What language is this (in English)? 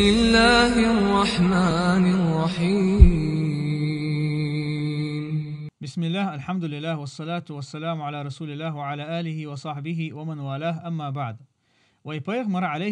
Chechen